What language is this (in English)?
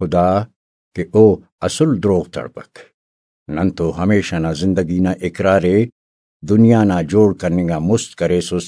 Brahui